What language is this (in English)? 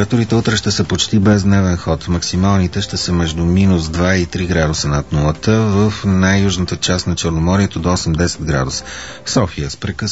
Bulgarian